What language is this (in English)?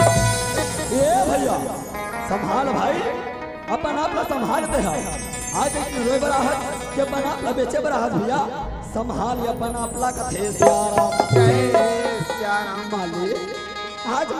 Chhattisgarhi